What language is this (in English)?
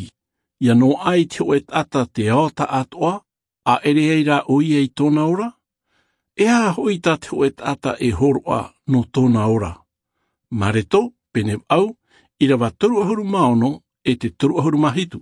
Tahitian